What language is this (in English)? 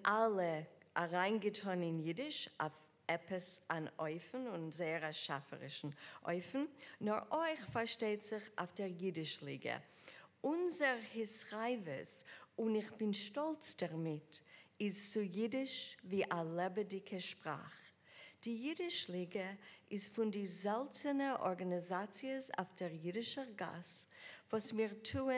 Yiddish